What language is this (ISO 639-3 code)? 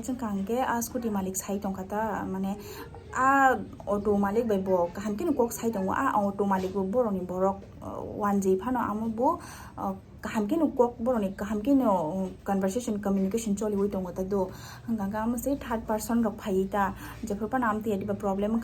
trp